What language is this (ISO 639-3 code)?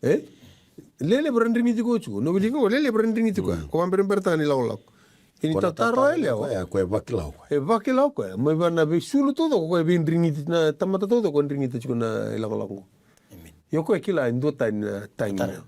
fij